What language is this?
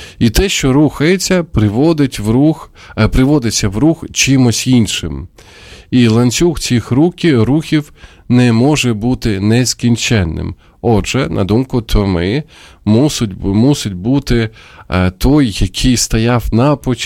Ukrainian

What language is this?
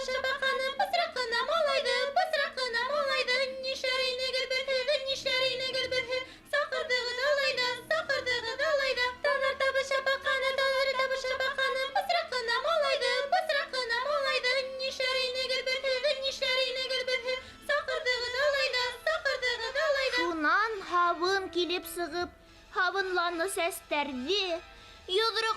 Bashkir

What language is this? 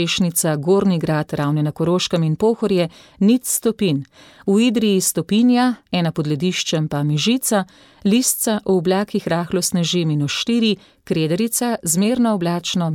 Slovenian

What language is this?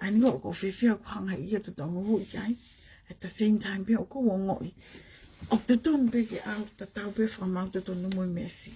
Tongan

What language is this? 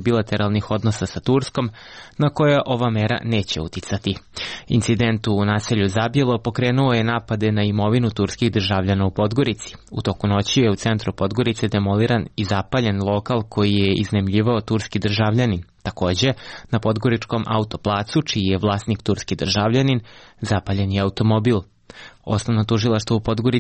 Serbian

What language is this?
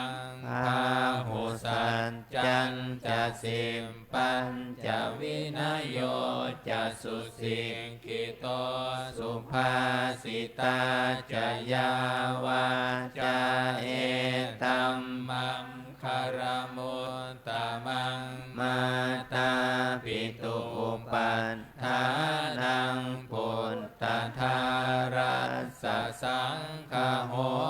Pali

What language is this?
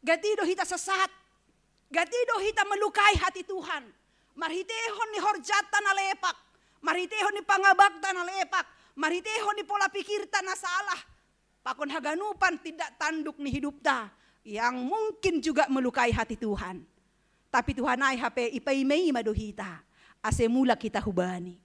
Batak Simalungun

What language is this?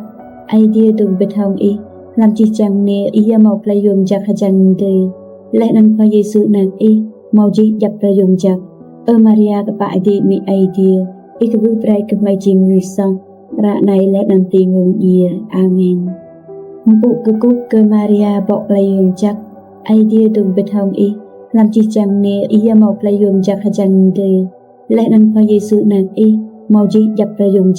Rade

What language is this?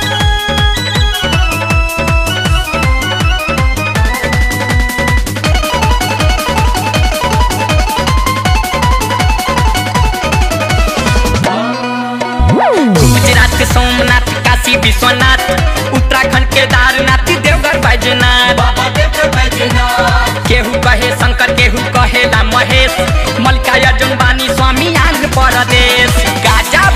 Bhojpuri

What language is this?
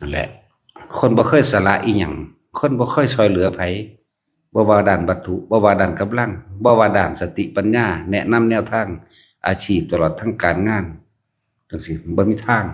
Northeastern Thai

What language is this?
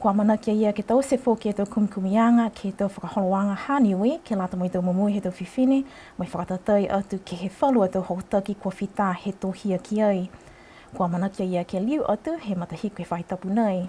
Niuean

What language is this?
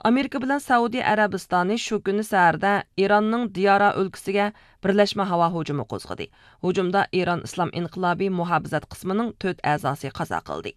Uyghur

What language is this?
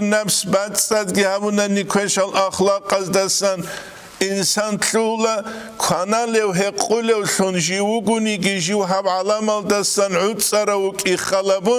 Avaric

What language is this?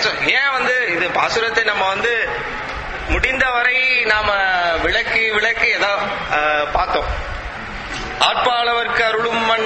Tamil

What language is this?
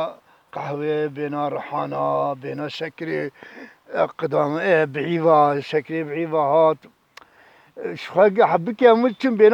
Kurdish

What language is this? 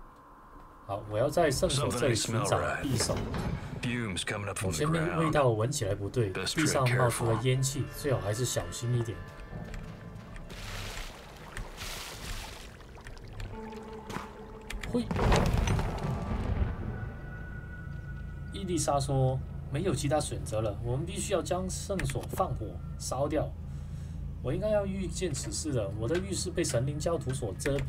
Chinese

